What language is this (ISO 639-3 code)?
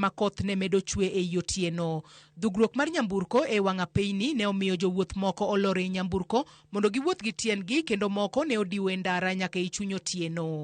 luo